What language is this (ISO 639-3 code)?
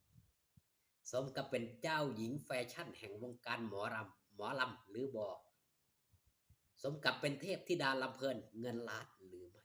tts